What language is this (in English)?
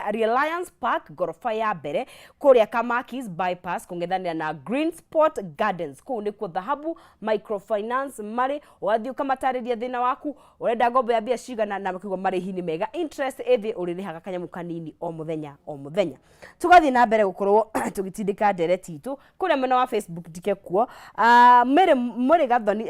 Kikuyu